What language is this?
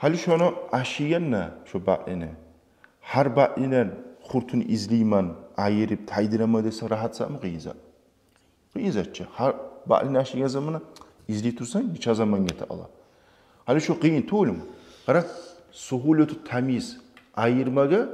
Kumyk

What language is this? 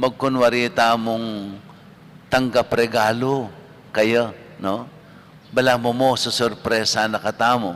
Pampanga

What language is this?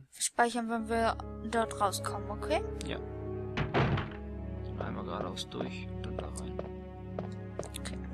German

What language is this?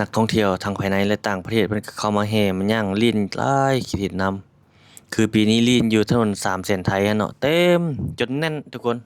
Lao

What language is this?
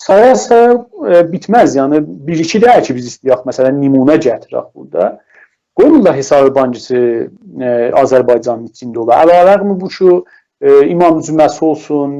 South Azerbaijani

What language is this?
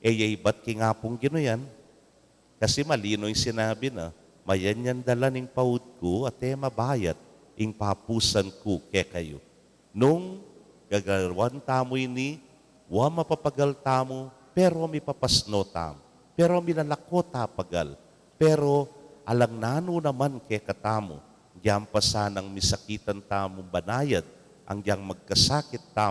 Pampanga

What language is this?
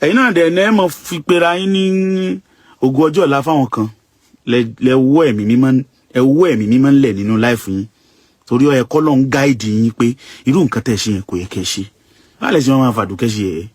Yoruba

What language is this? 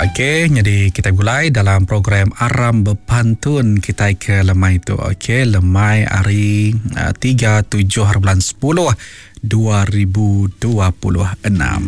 Iban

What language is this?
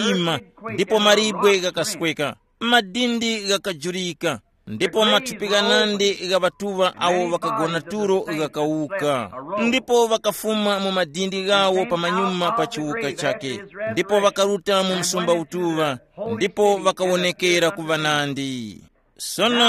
Tumbuka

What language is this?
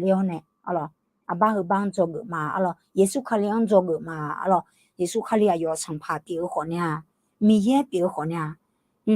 Akha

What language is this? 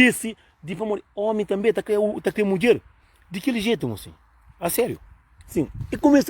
Kabuverdianu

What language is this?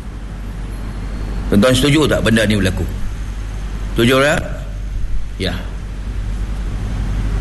Malay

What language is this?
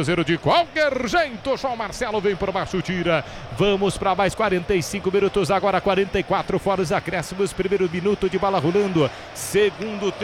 Portuguese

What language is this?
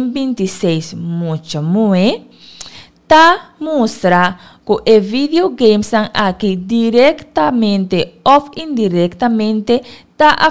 Papiamento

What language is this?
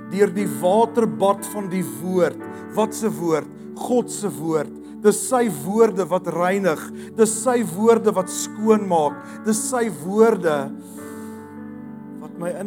Afrikaans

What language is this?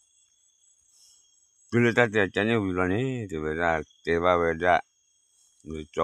S'gaw Karen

